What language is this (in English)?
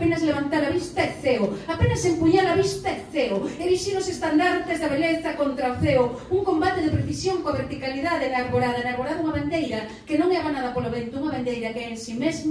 Galician